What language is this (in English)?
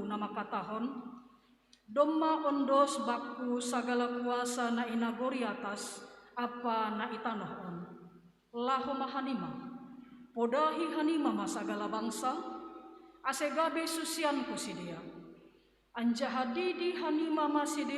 Batak Simalungun